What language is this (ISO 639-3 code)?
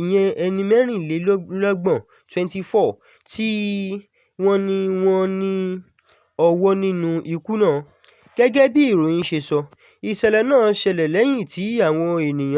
yor